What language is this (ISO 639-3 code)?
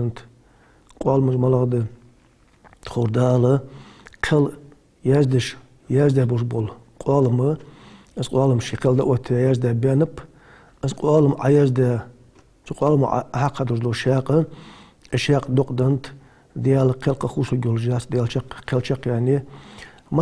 inh